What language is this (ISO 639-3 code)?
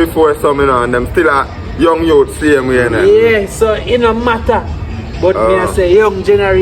jam